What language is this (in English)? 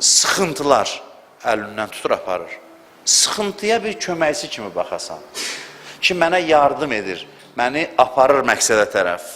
Azerbaijani